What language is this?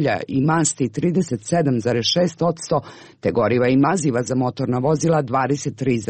Croatian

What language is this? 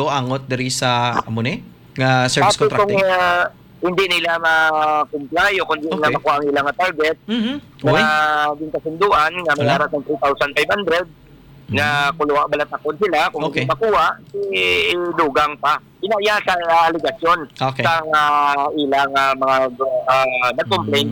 Hiligaynon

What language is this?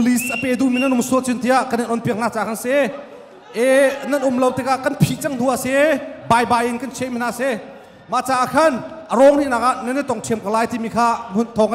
Hakha Chin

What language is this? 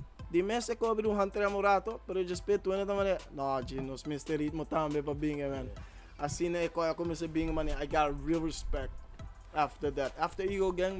Papiamento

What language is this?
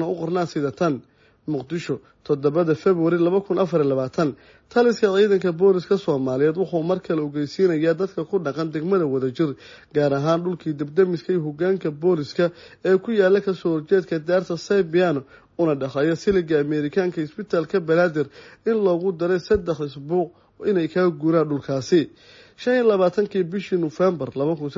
Somali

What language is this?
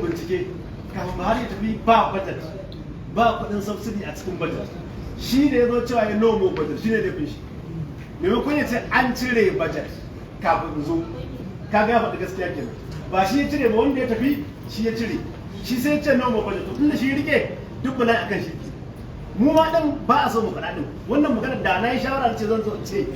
Hausa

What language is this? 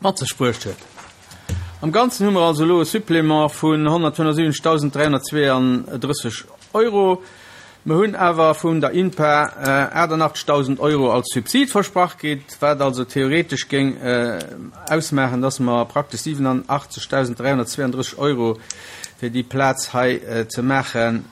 Luxembourgish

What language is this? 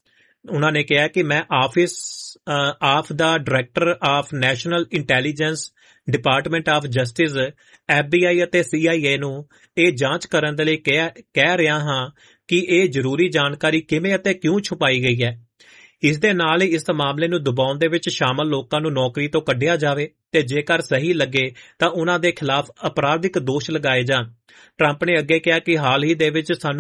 Punjabi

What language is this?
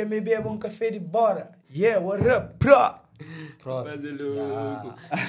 Kabuverdianu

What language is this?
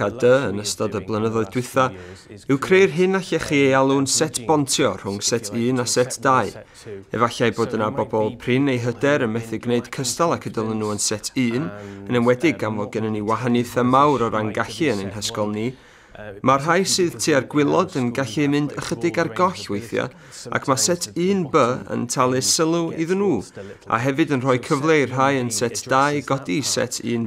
Welsh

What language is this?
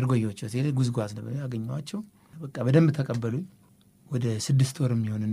Amharic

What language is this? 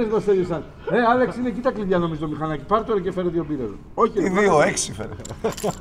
Greek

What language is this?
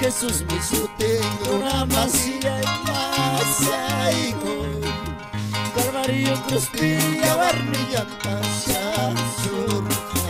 Ayacucho Quechua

